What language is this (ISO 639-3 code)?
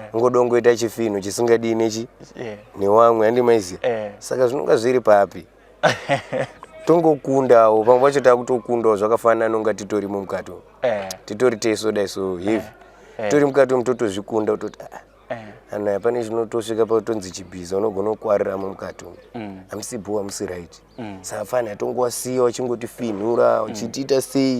sna